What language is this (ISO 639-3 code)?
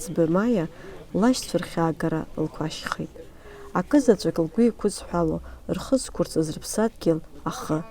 abk